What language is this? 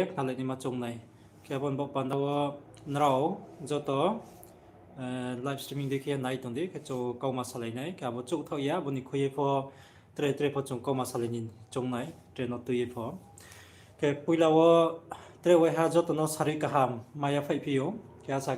Riang (India)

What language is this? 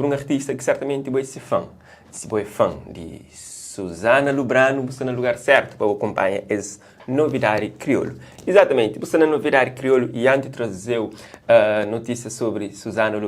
Kabuverdianu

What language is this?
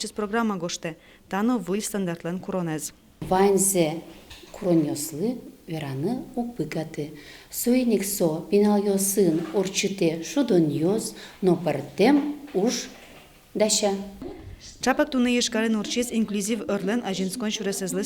Udmurt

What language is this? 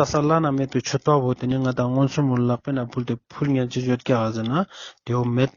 Ladakhi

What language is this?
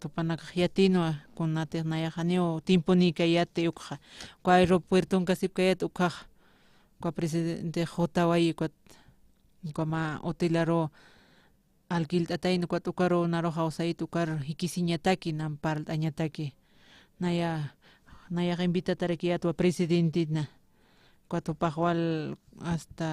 Aymara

